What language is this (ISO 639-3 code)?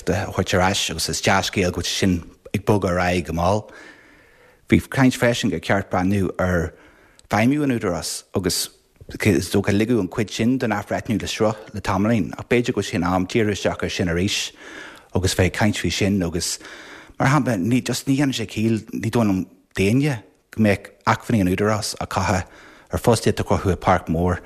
gle